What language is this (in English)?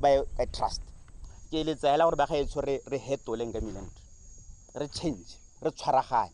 Tswana